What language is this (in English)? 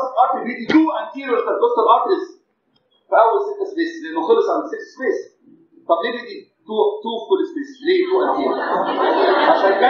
Egyptian Arabic